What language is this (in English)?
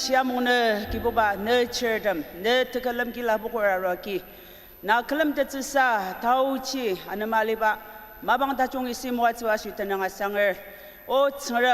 Ao Naga